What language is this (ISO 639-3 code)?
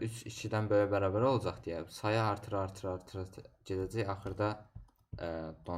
aze